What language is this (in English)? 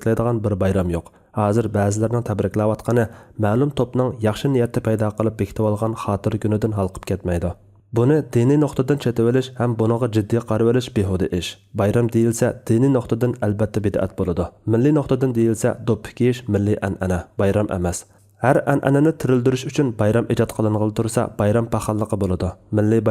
Uyghur